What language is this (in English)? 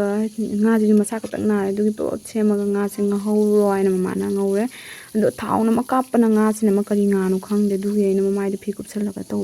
Manipuri